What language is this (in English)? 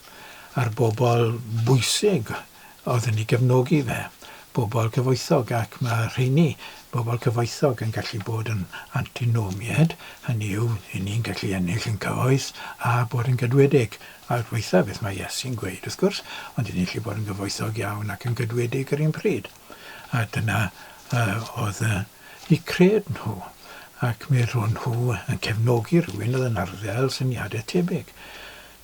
Welsh